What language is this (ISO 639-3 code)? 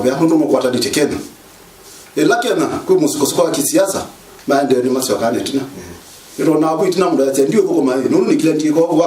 kam